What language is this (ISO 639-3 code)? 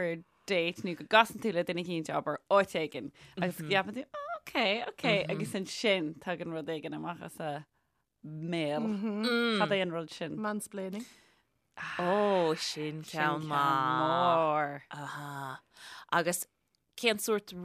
gle